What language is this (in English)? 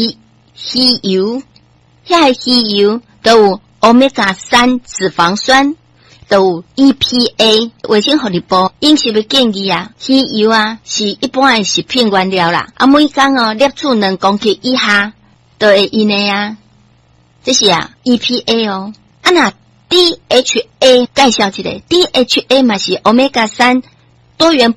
Min Nan Chinese